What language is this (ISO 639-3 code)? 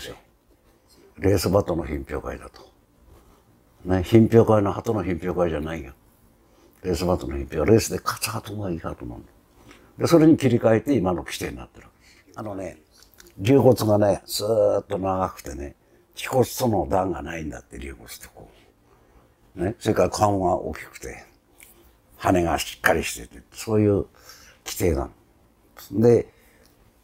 jpn